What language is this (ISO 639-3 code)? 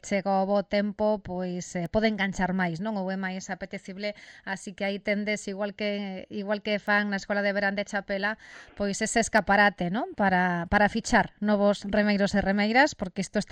glg